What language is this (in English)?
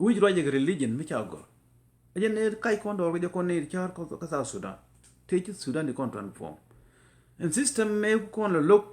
Nuer